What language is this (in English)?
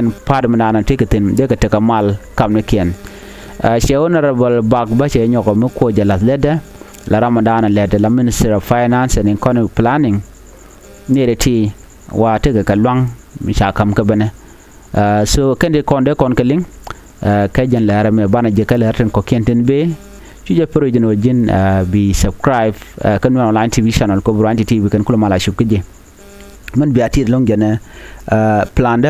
Nuer